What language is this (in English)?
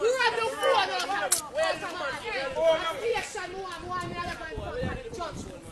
Jamaican Creole English